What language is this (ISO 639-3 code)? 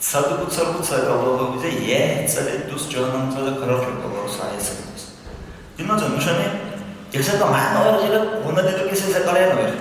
dar